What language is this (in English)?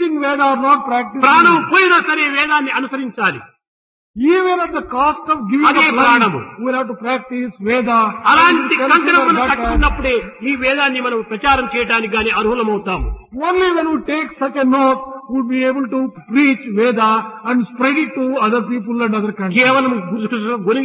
Telugu